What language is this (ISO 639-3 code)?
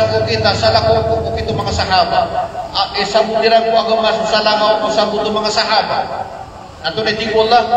mrw